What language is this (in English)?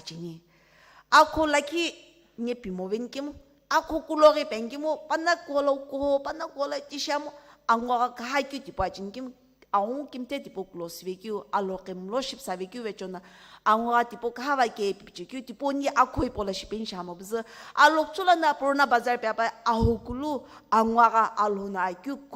Sumi Naga